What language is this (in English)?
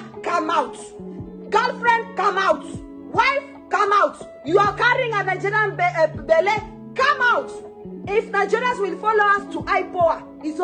Nigerian Pidgin